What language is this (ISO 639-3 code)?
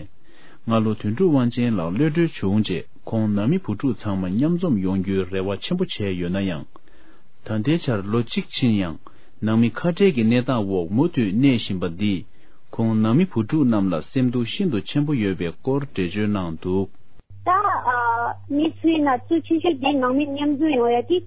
bod